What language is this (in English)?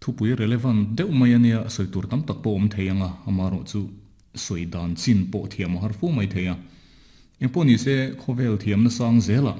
Mizo